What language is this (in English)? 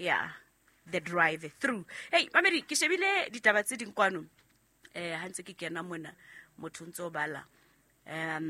Southern Sotho